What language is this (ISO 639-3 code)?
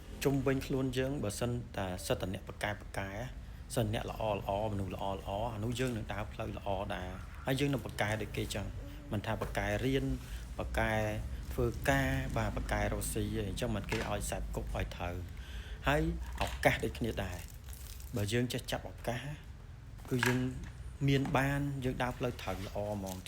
khm